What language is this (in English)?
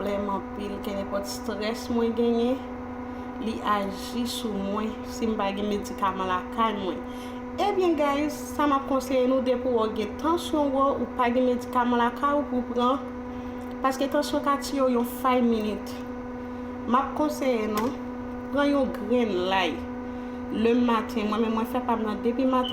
Haitian Creole